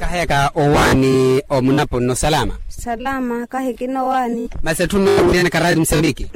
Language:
Makhuwa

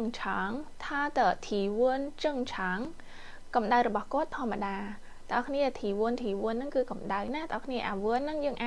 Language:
Khmer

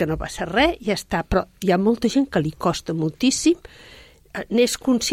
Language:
Catalan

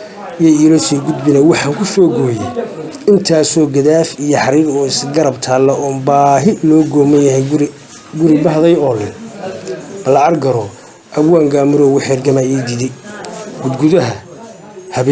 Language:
Somali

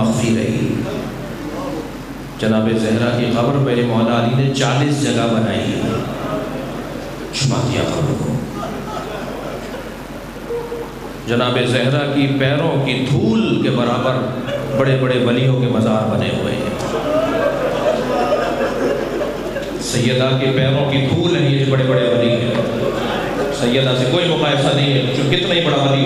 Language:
Urdu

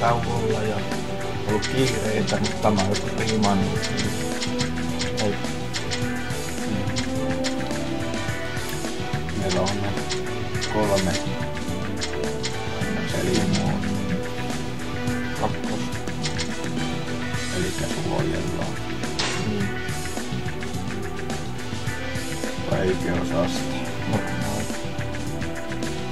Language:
Finnish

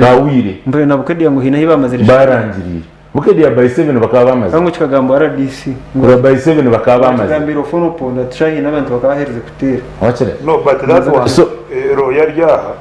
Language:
Nyankole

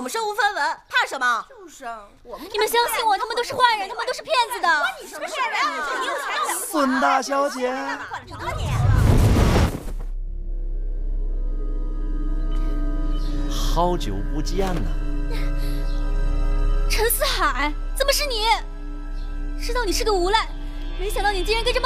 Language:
Chinese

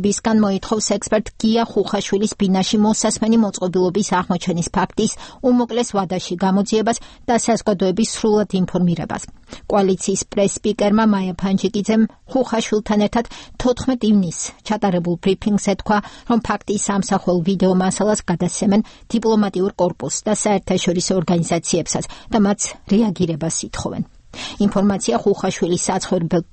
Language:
Georgian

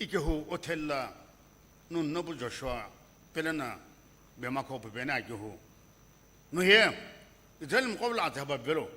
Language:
Sumi Naga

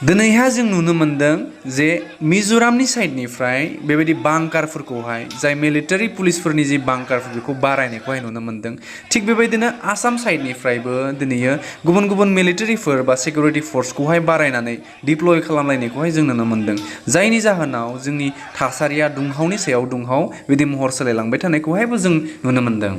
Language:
Bodo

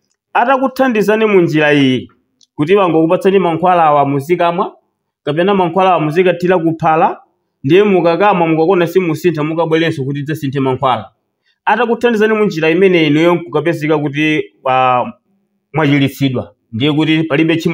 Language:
Nyanja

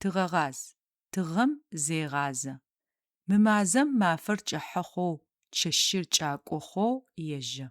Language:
Adyghe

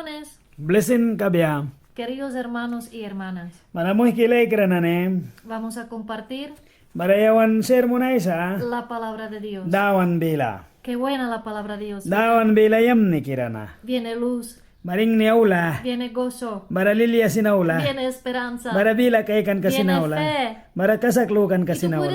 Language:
Mískito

